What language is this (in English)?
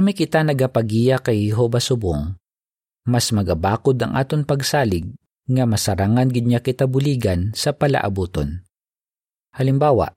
Hiligaynon